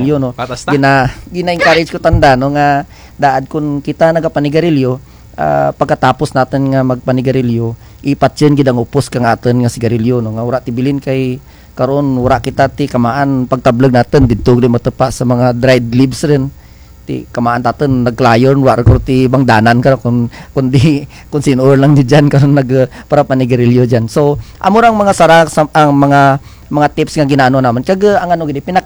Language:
Kinaray-a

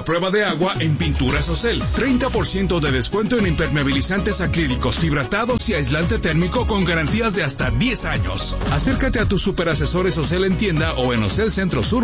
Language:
Spanish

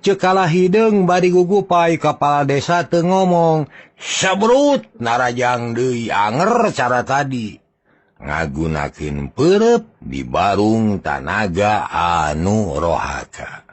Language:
Sundanese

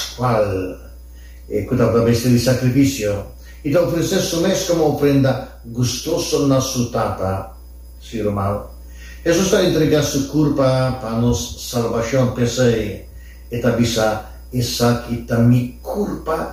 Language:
Papiamento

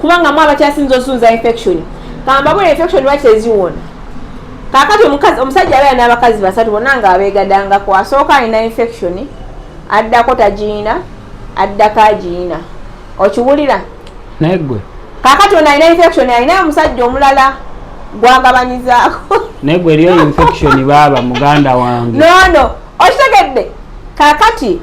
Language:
Ganda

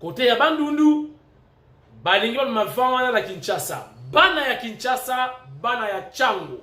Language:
Lingala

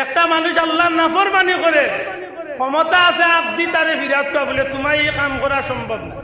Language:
Sylheti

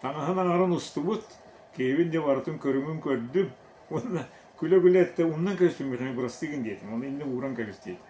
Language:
Yakut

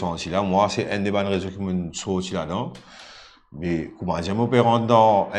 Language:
Morisyen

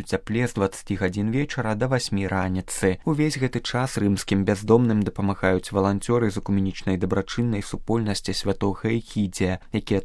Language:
Belarusian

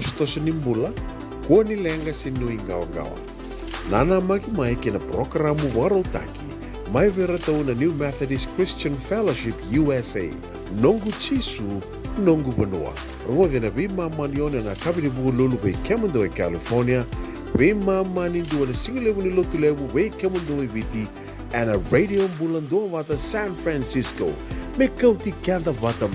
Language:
Fijian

